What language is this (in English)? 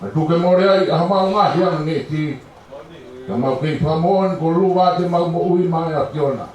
Tongan